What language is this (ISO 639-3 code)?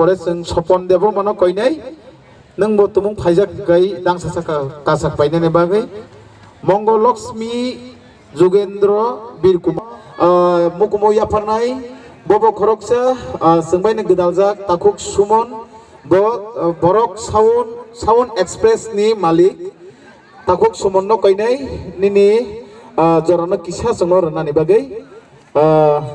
trp